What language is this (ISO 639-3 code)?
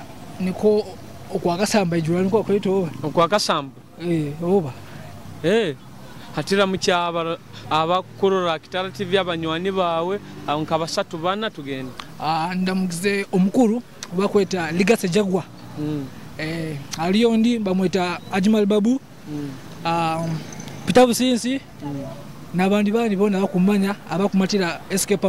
nyo